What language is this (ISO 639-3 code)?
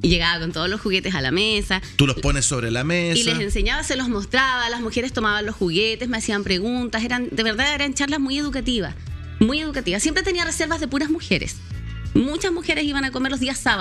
spa